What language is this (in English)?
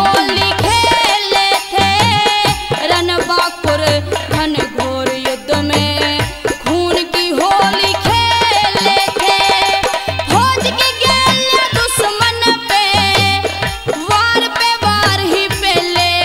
Haryanvi